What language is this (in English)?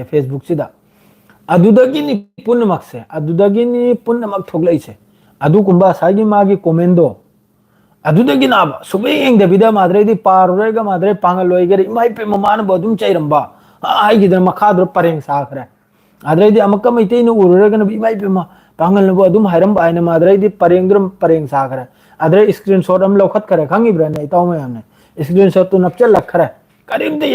Manipuri